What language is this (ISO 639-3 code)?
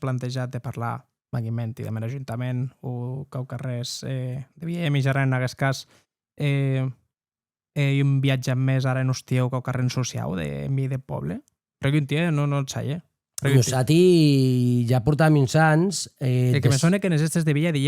oci